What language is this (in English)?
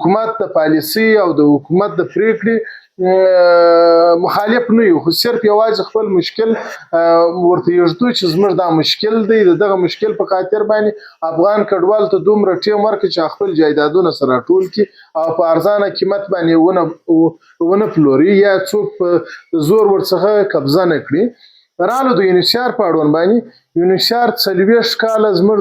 Pashto